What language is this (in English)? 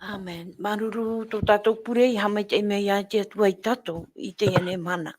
Tahitian